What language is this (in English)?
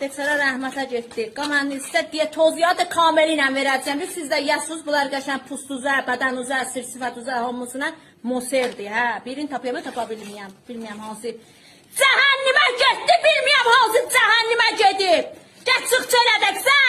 South Azerbaijani